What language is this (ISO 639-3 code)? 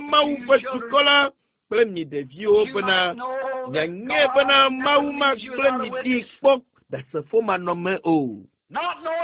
ewe